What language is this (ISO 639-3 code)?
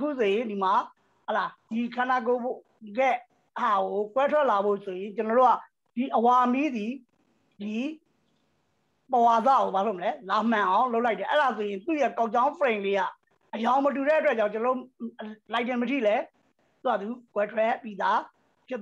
mya